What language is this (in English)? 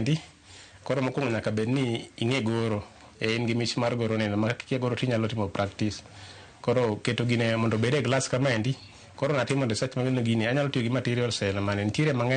Luo (Kenya and Tanzania)